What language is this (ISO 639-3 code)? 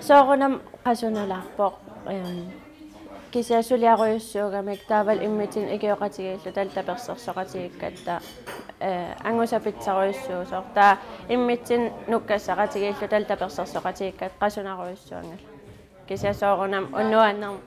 kal